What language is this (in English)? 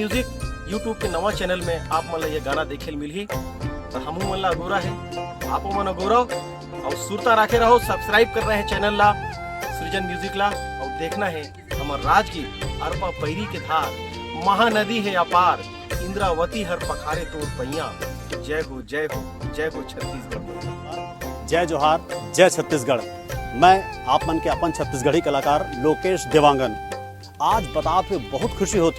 Chhattisgarhi